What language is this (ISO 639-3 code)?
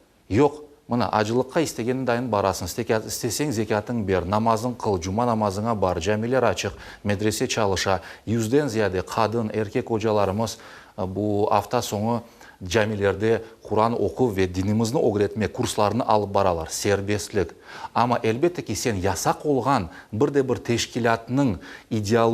crh